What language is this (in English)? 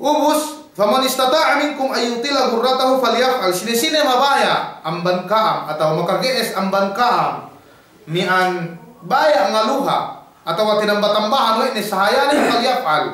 Yakan